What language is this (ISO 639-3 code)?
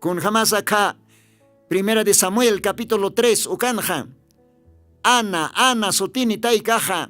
aym